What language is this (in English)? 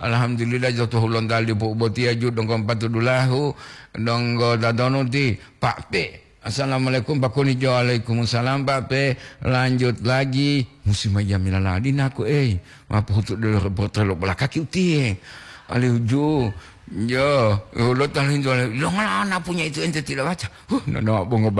Gorontalo